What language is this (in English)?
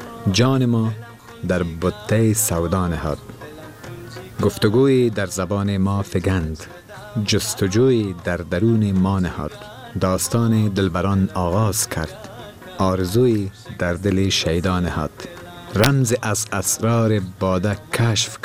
Persian